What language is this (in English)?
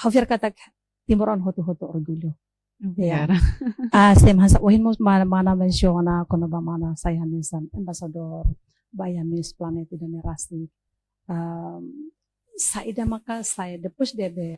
Tetum